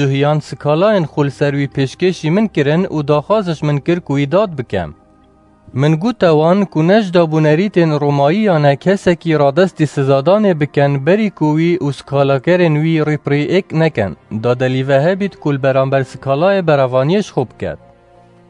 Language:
Kurdish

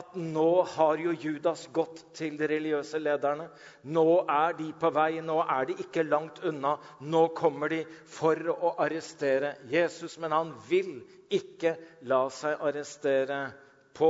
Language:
Norwegian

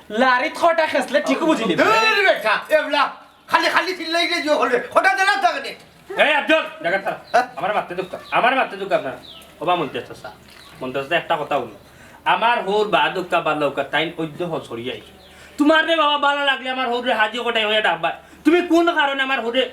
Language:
Sylheti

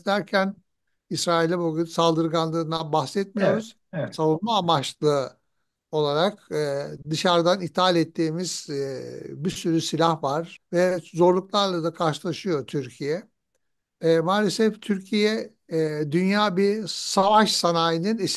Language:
Turkish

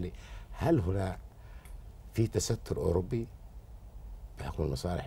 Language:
Arabic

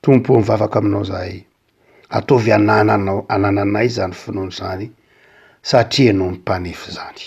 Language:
Malagasy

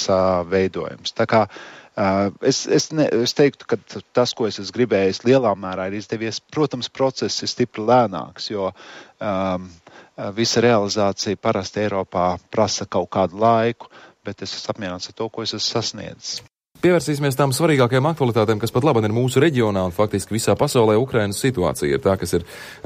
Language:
Latvian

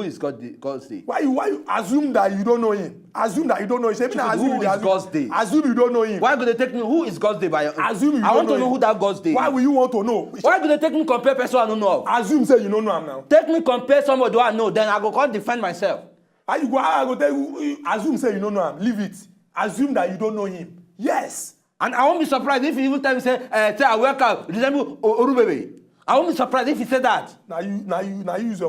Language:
Nigerian Pidgin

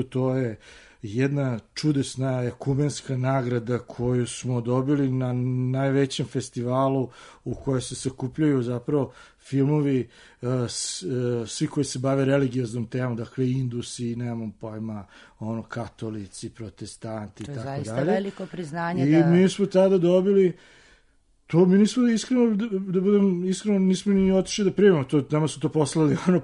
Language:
Serbian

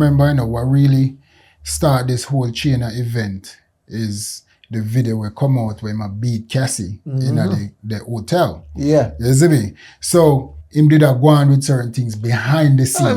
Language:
Jamaican Creole English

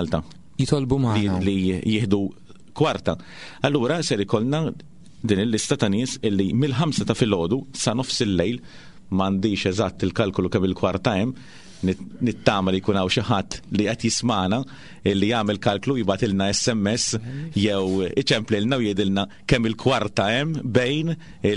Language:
Maltese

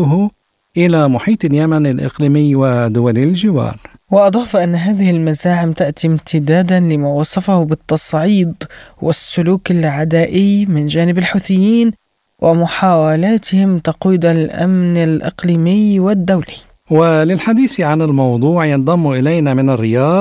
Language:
Arabic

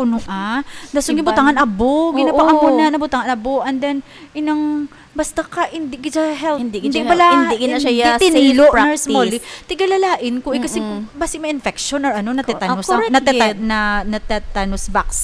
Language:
Hiligaynon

